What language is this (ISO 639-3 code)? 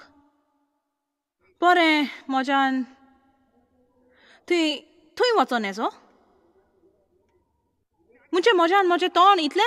kok